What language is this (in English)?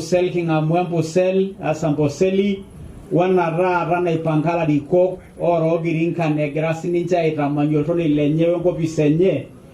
Masai